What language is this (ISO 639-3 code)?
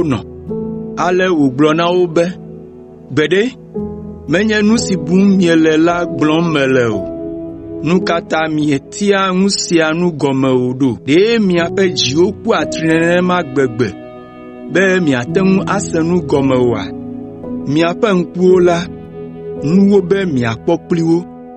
ewe